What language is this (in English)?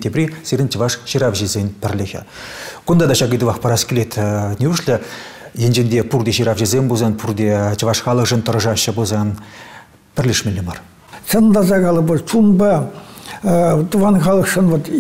Chuvash